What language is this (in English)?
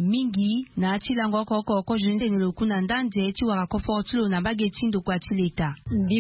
Sango